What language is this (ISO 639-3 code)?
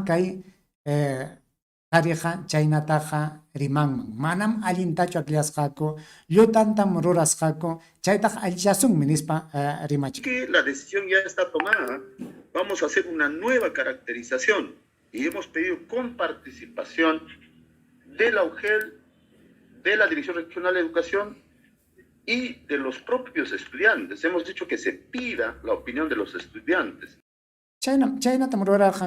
quy